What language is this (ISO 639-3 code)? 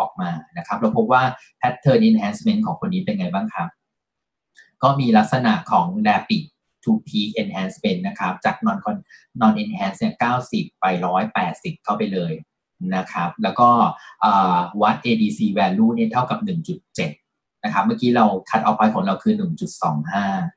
tha